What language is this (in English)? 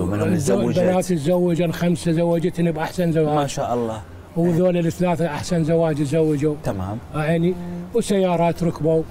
Mesopotamian Arabic